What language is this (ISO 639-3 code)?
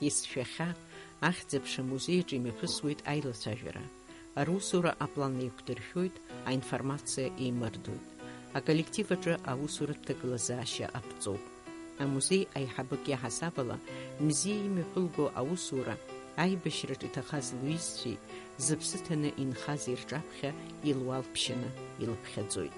abk